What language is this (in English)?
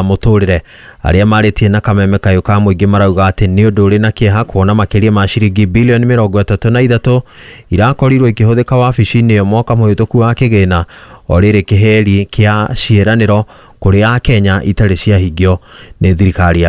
Kikuyu